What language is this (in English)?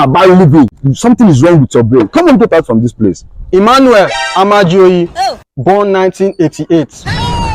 Nigerian Pidgin